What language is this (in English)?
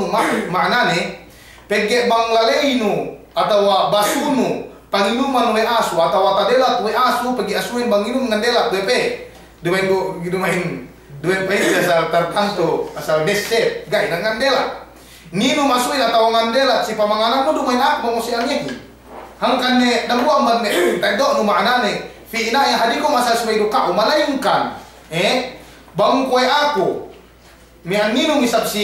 Yakan